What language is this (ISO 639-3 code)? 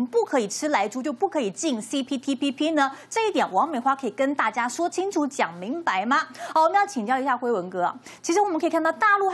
zho